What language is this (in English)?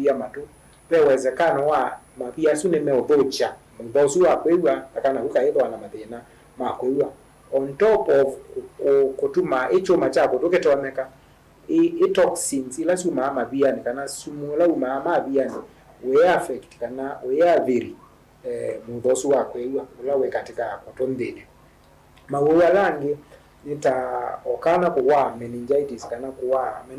Kamba